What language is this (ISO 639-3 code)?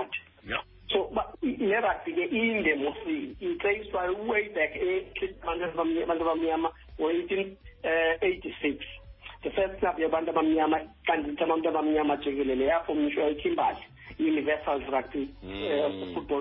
xho